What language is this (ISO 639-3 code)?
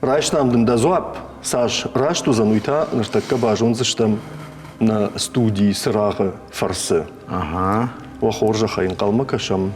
oss